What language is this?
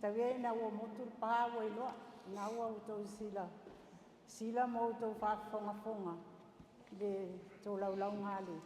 Samoan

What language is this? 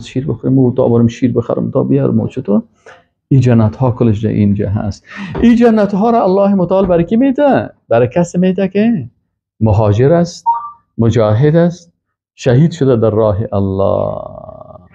Persian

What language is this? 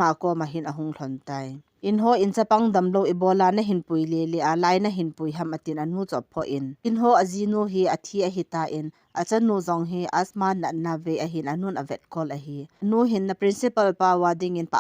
Thado Chin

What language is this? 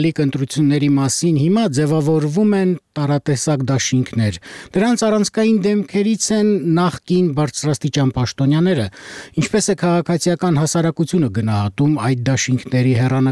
Armenian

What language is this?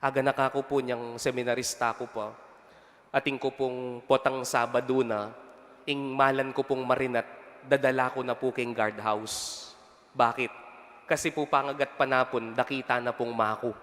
Pampanga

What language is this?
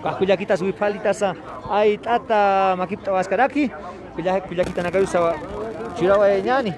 Aymara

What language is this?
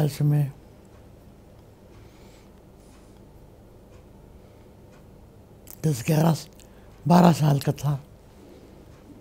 Urdu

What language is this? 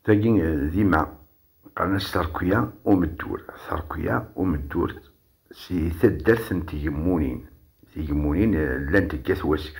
Kabyle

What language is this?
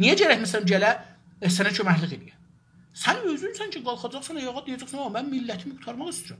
South Azerbaijani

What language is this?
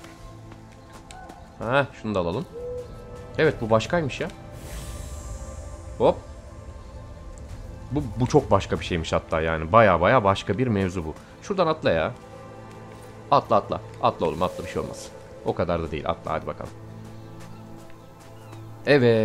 Turkish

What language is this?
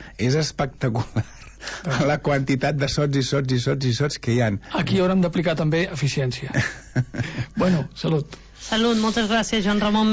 Catalan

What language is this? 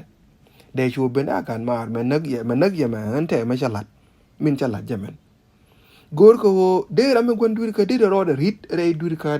Nuer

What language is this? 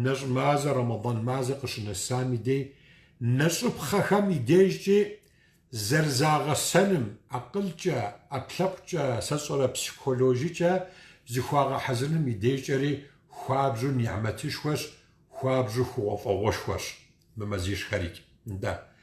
Kabardian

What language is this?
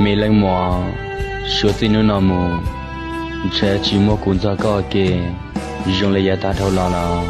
Hmong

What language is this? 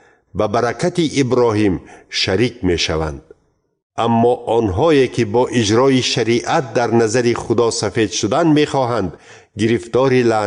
Tajik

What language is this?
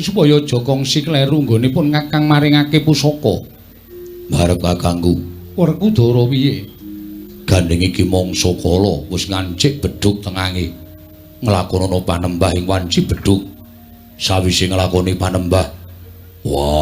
Javanese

